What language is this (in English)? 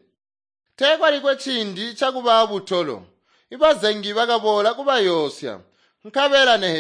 Tonga (Zambia)